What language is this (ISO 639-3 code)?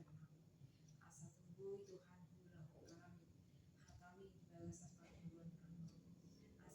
bbc